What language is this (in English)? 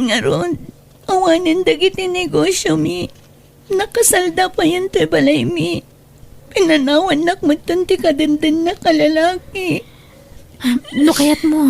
Iloko